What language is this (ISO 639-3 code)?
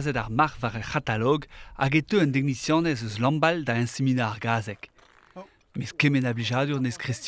bre